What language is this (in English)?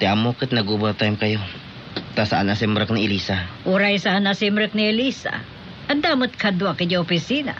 Iloko